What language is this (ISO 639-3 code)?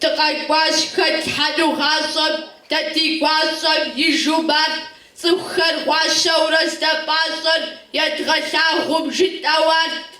kbd